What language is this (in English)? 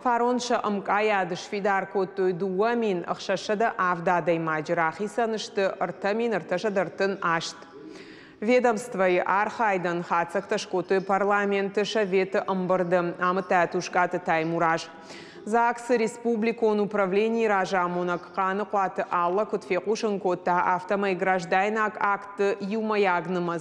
Ossetic